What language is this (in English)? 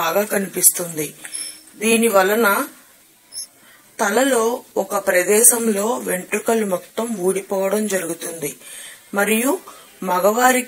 Telugu